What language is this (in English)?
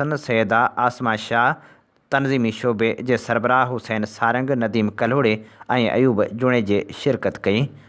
Sindhi